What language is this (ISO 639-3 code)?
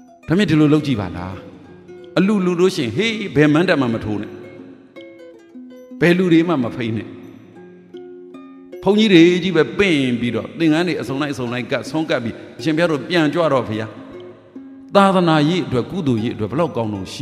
mya